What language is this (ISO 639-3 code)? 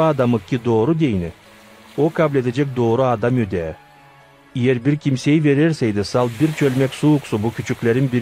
gag